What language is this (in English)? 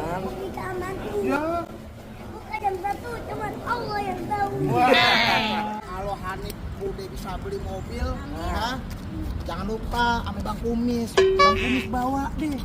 Betawi